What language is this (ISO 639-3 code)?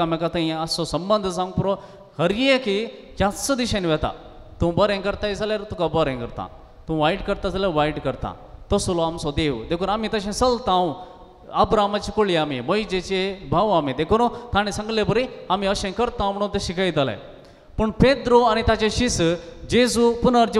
kok